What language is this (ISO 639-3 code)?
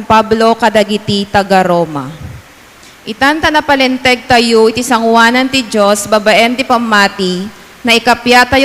ilo